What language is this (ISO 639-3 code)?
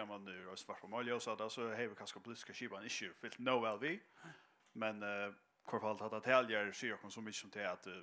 fao